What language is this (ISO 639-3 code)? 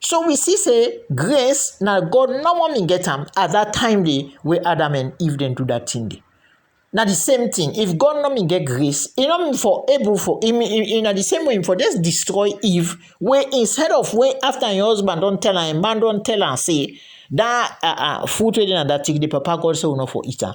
kri